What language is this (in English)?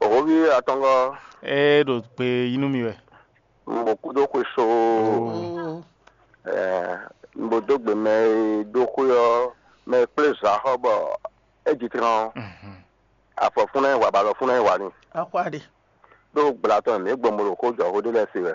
Fon